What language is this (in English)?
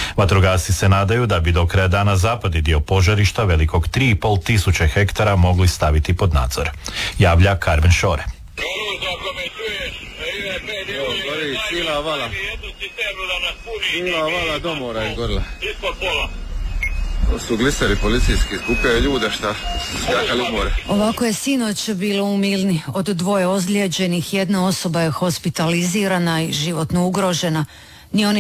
Croatian